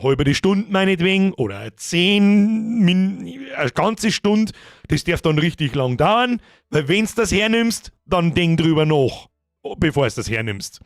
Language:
Bavarian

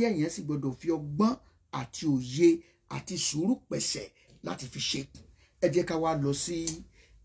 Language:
Yoruba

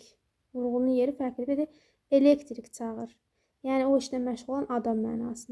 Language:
Azerbaijani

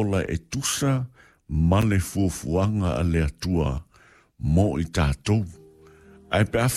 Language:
Samoan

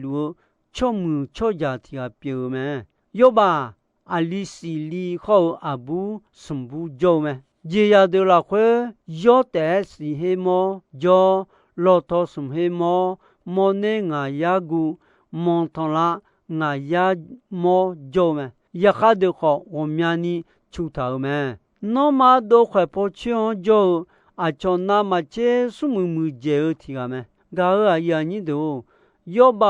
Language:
Akha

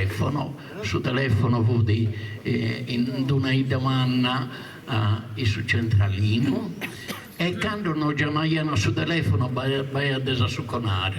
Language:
Sardinian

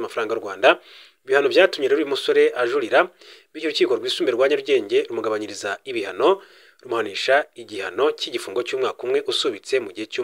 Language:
Kinyarwanda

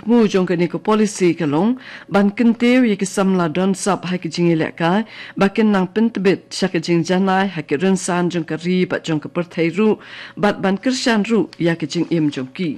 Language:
Khasi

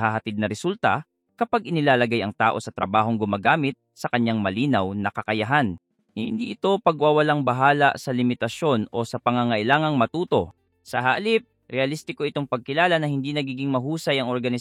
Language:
Filipino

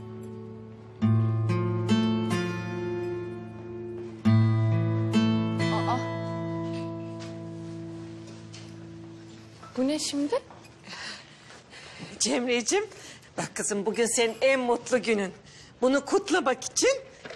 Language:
Turkish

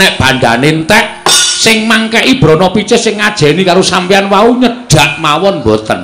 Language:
Javanese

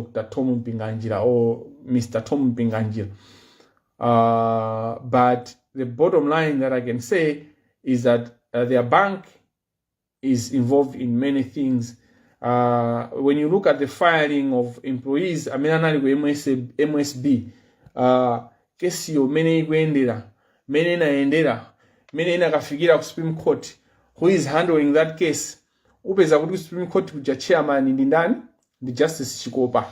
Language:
Nyanja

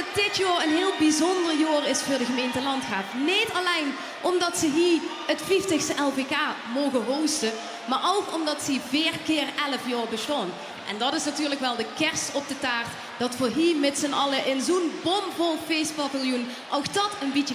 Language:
Limburgish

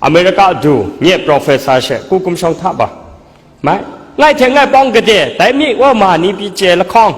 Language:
Kachin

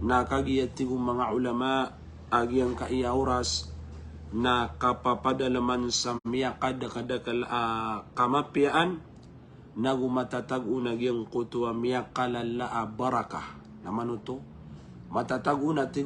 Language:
Maranao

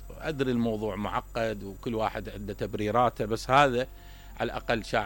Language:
Mesopotamian Arabic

